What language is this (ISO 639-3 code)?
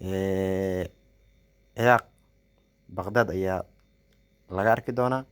som